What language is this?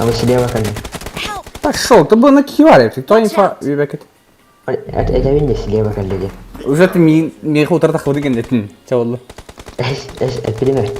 Yakut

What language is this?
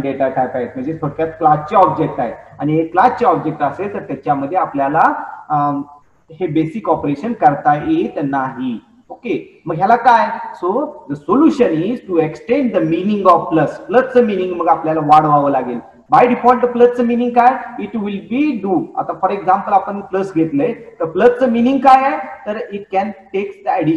Marathi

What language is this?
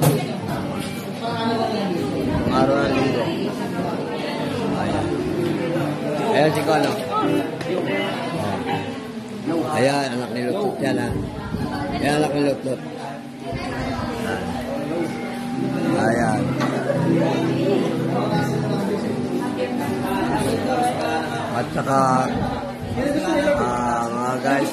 Filipino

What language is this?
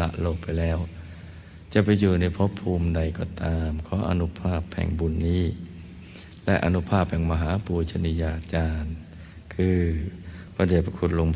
Thai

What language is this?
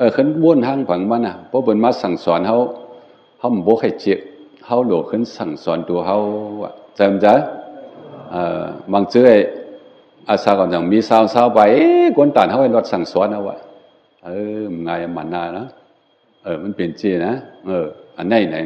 Shan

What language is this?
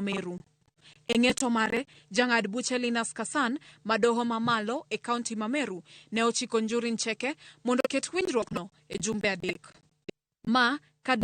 Luo (Kenya and Tanzania)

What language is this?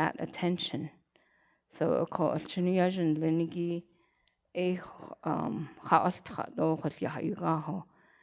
Navajo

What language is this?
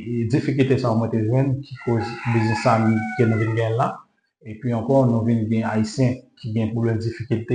Haitian Creole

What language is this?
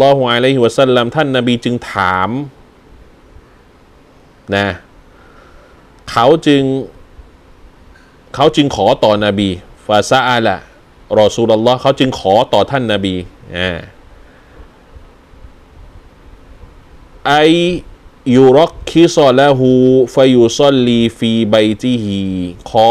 Thai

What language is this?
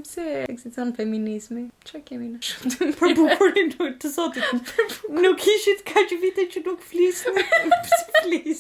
Albanian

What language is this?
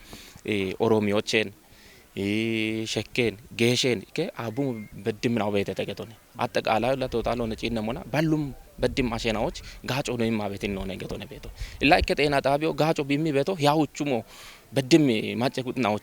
Kafa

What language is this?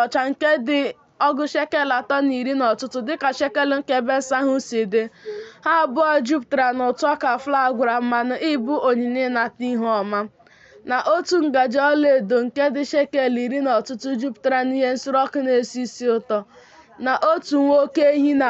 Igbo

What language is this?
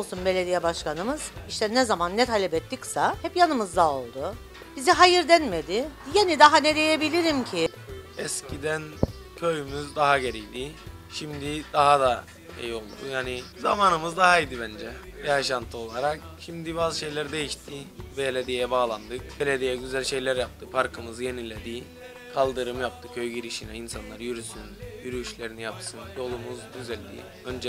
Turkish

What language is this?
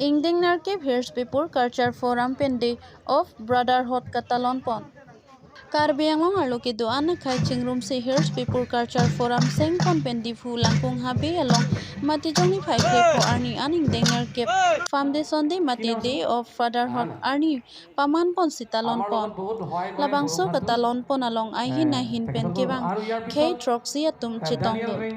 Karbi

